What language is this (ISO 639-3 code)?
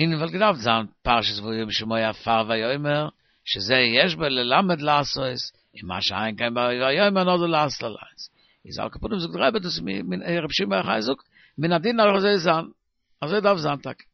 yid